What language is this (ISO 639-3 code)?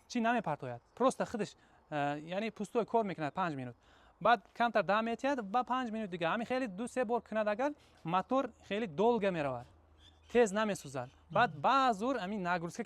tgk